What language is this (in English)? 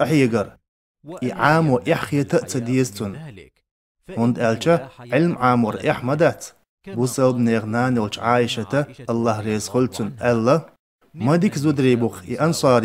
Chechen